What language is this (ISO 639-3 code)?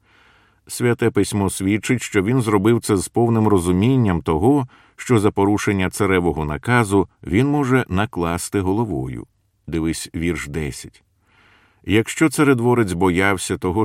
ukr